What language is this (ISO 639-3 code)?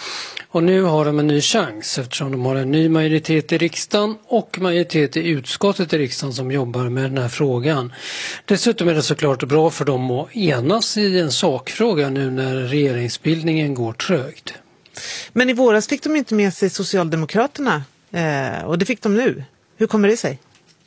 swe